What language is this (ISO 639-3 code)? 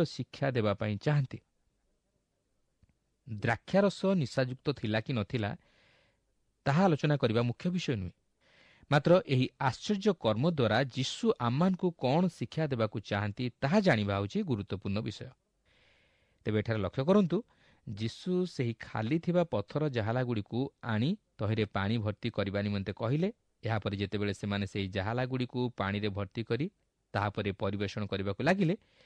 ori